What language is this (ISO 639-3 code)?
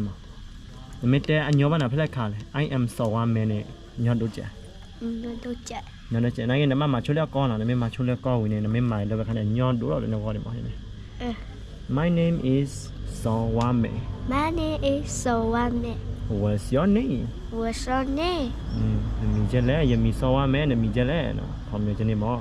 ksw